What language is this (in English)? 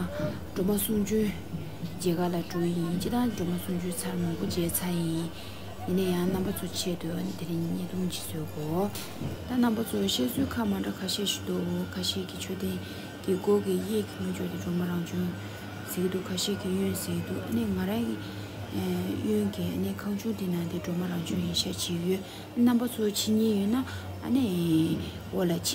Tibetan